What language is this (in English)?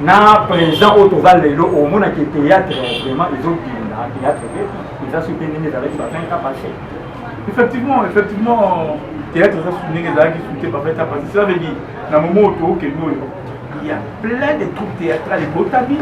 Lingala